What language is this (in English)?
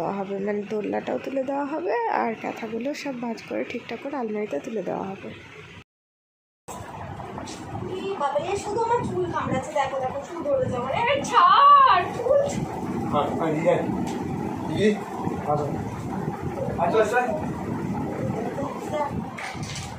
Bangla